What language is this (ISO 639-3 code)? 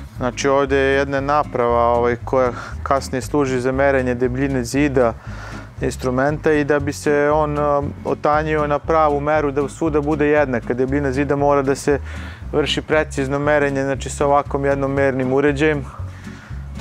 srp